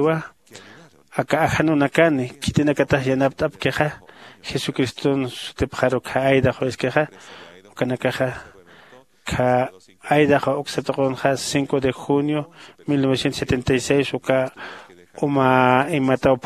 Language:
Aymara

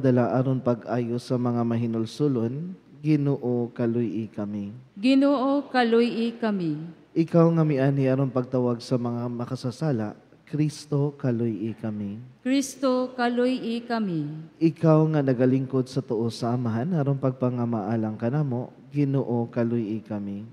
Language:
Cebuano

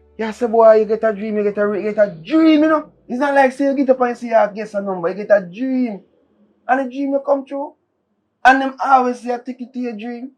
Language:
Jamaican Creole English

